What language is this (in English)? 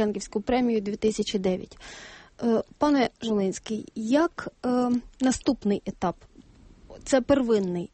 Ukrainian